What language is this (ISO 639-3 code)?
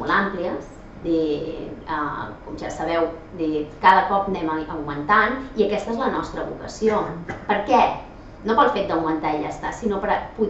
cat